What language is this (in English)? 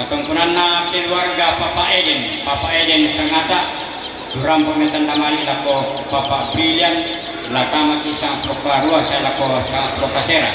Toraja-Sa'dan